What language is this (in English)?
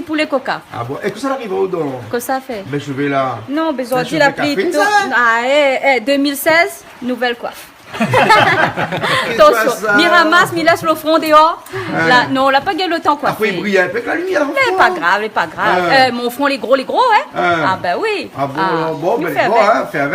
Réunion Creole French